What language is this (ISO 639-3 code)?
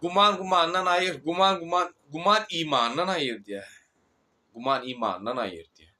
tuk